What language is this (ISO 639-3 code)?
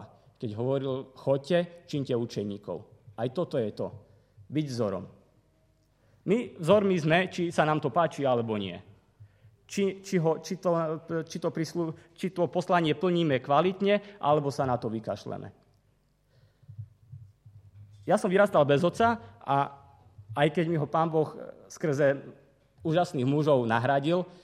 slk